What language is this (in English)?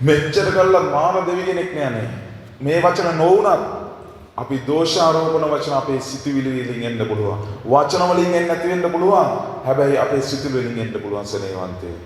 Sinhala